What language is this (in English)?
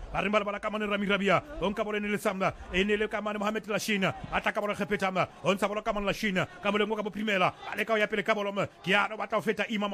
Southern Sotho